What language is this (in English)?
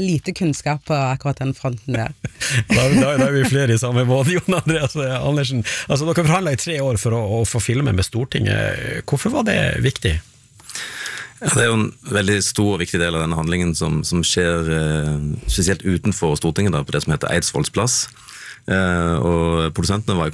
Norwegian